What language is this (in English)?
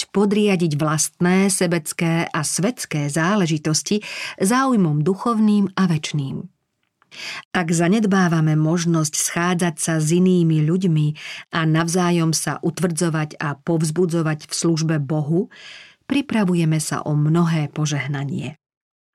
Slovak